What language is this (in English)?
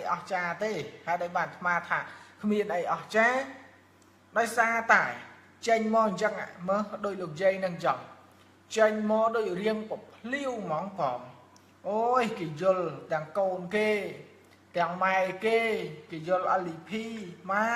Khmer